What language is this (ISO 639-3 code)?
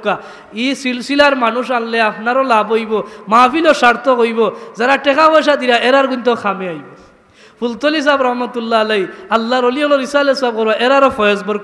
syl